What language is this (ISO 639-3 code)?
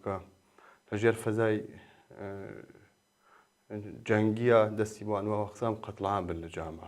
ckb